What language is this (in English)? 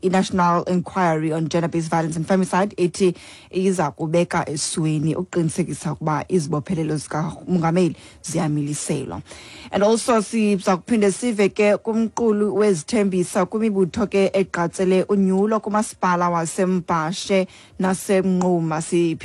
Xhosa